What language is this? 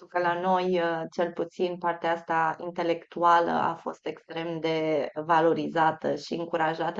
Romanian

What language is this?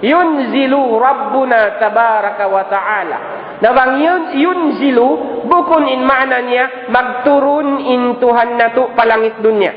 Tausug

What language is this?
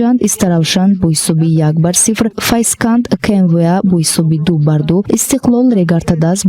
Tajik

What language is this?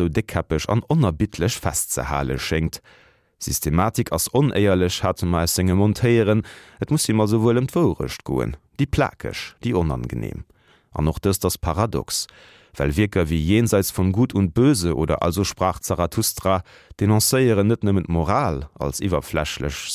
Luxembourgish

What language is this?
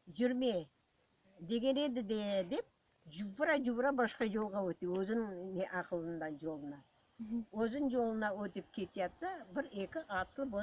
Crimean Tatar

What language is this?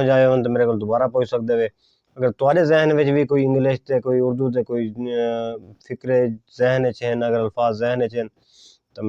Saraiki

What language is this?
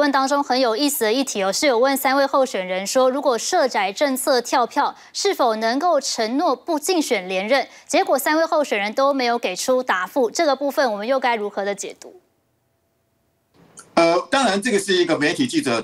Chinese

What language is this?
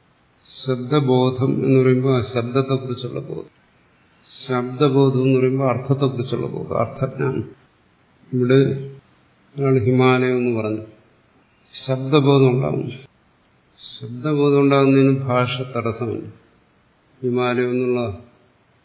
Malayalam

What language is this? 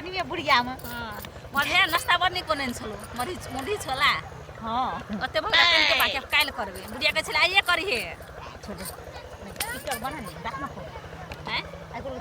Maithili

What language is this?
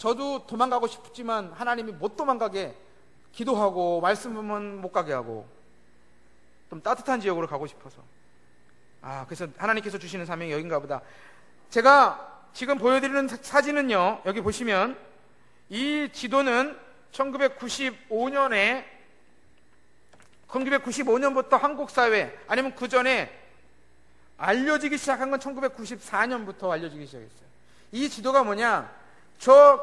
Korean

